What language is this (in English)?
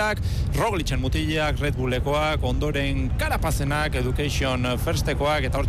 Basque